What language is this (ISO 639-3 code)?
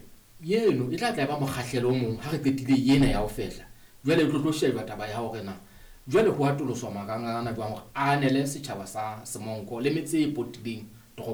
sot